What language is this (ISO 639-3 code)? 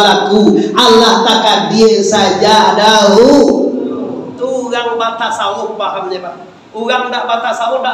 min